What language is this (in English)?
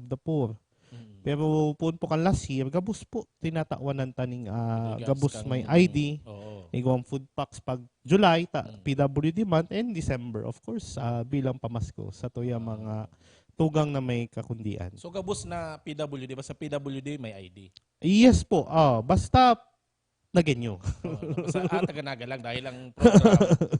Bikol